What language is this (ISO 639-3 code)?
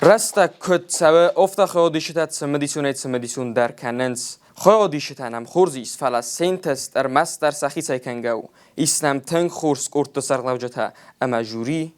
oss